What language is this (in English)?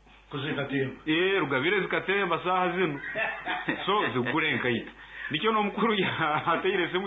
Nyoro